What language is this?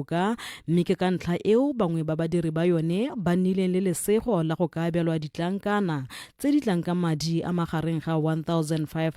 Tswana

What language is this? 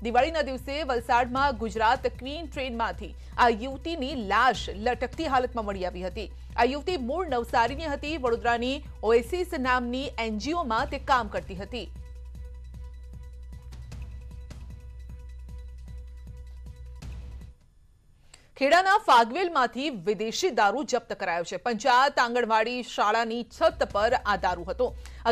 Gujarati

